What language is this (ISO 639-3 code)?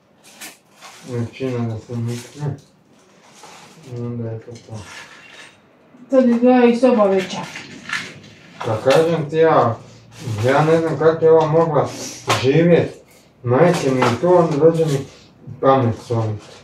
hrv